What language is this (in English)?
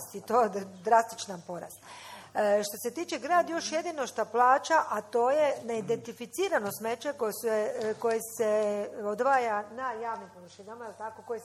Croatian